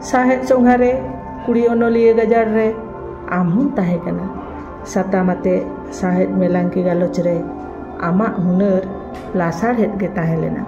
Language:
Santali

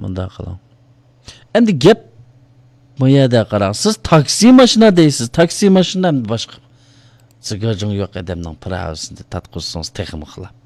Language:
Uyghur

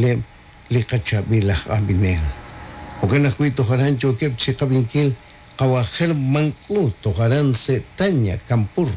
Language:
Kekchí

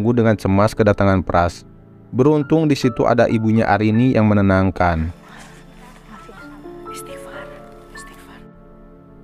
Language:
Indonesian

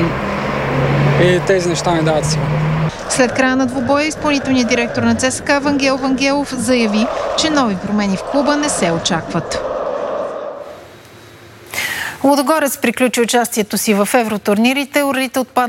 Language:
Bulgarian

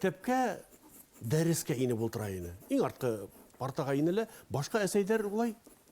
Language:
Bashkir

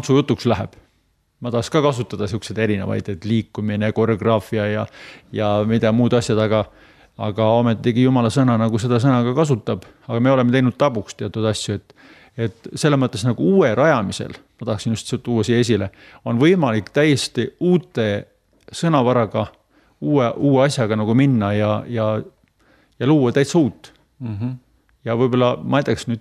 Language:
Estonian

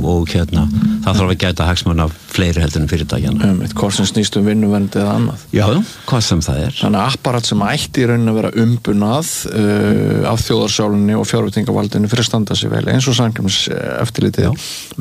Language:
Icelandic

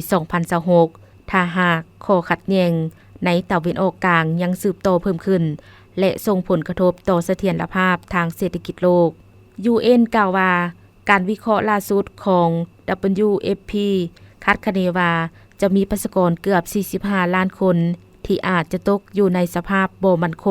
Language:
Lao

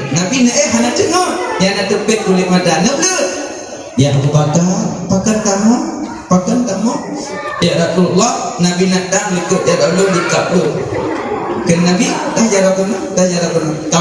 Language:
Achinese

